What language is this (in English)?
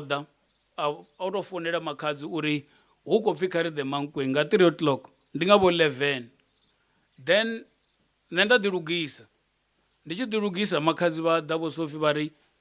Venda